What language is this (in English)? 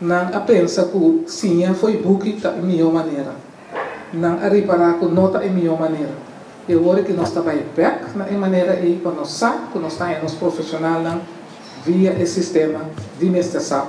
Papiamento